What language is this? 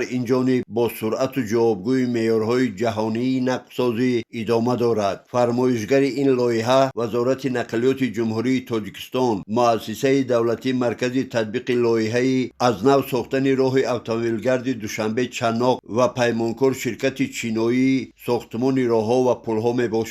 Tajik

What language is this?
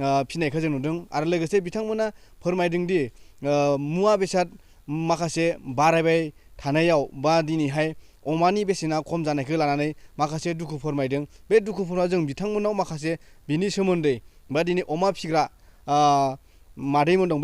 Bodo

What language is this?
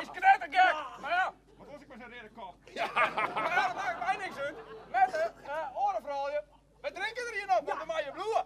Western Frisian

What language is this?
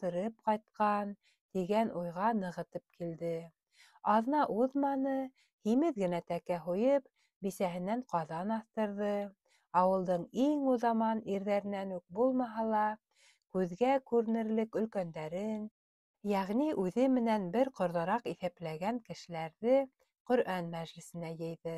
Bashkir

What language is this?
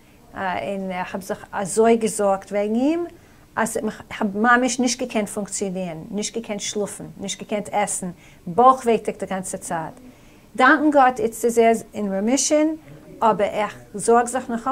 Yiddish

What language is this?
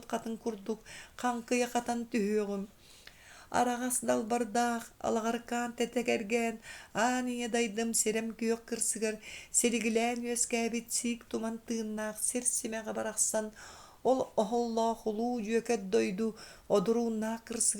Yakut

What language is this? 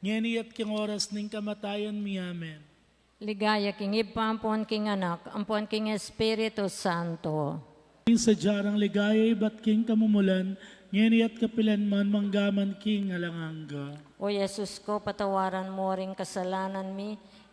Pampanga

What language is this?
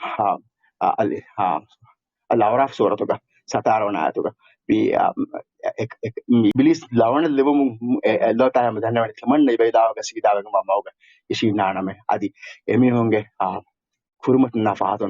Divehi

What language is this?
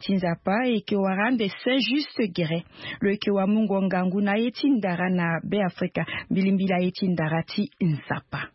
Sango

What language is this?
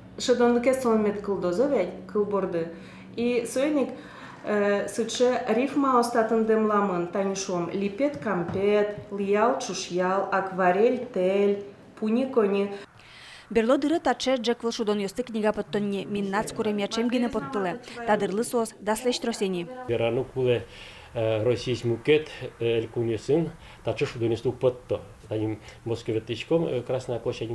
Udmurt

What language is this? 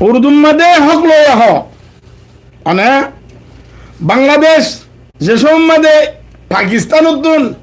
Rohingya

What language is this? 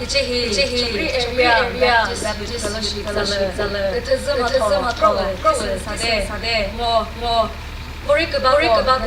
Chokri Naga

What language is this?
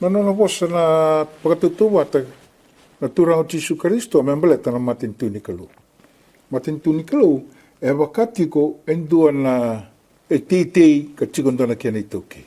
Fijian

